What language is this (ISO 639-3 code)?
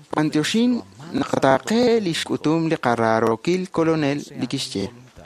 kek